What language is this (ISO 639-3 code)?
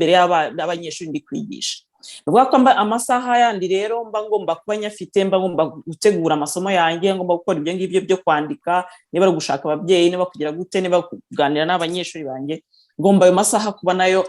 kin